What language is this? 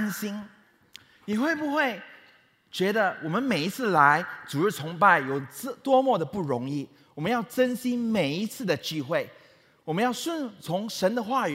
Chinese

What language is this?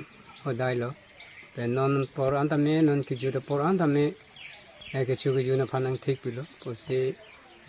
Karbi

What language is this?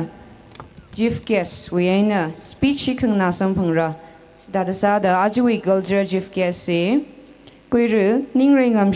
Tangkhul Naga (India)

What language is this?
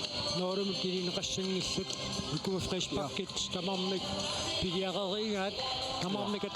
Kalaallisut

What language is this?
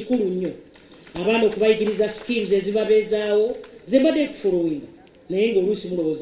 Ganda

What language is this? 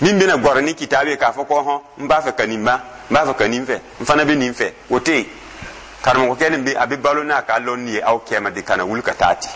Dyula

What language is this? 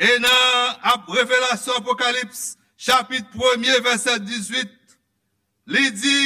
Haitian Creole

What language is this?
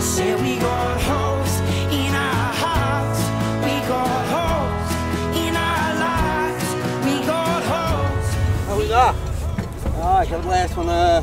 Western Frisian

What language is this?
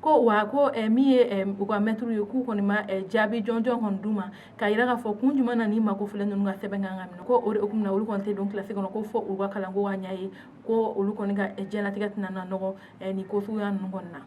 Bambara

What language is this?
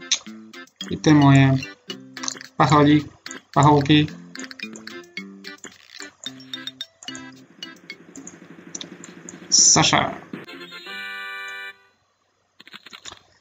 Polish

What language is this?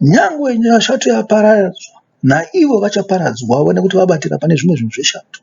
Shona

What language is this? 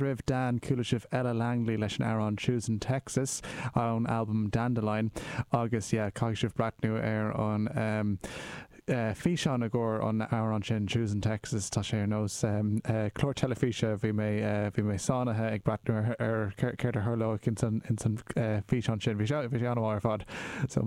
Irish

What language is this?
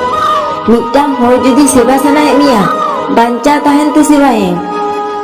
Santali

